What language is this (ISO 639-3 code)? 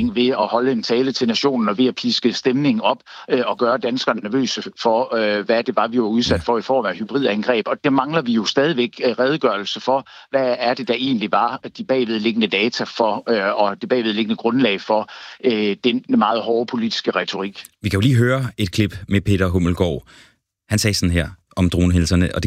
dan